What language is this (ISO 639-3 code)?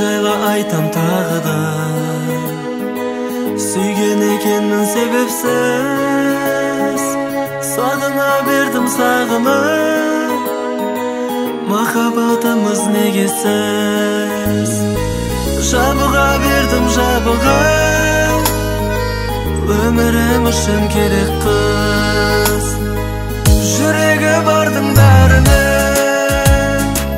kaz